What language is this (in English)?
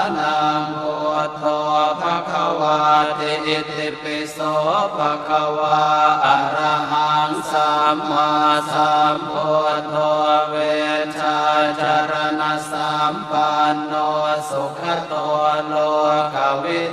Pali